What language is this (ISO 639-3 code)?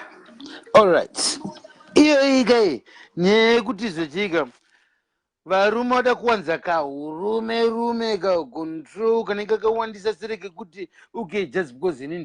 sna